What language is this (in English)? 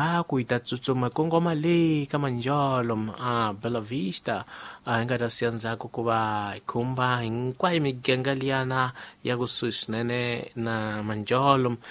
Tsonga